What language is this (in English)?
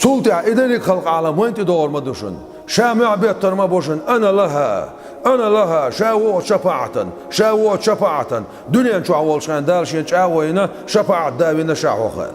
Chechen